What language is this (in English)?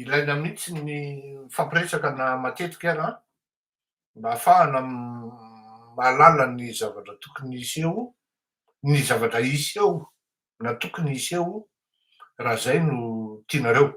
Malagasy